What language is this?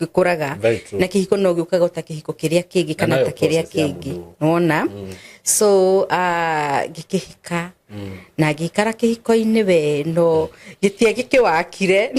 Kikuyu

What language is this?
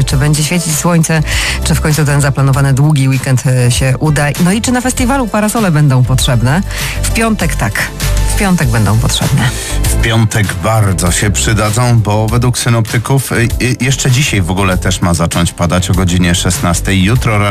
Polish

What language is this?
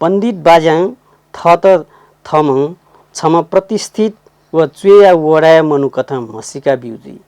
Newari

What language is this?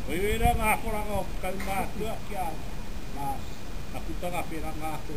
Māori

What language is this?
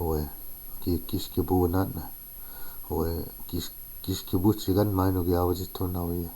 Chippewa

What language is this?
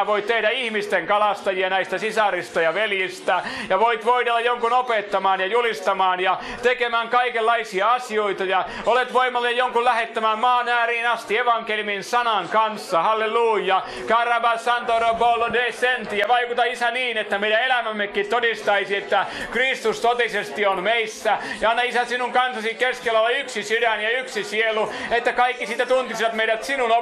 Finnish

